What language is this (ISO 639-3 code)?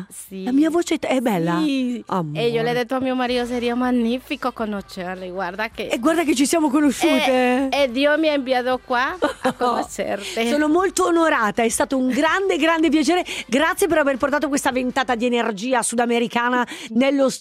ita